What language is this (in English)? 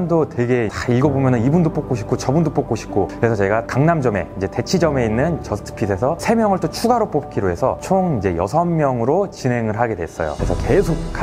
Korean